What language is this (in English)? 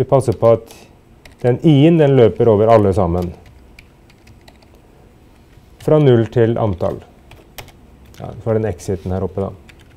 Norwegian